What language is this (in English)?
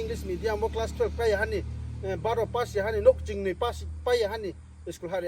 Riang (India)